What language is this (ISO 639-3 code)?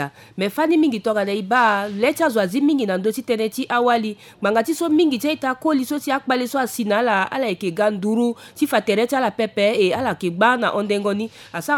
sag